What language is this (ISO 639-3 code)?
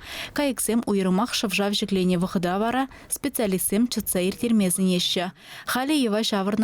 chv